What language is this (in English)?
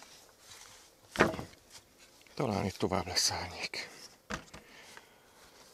Hungarian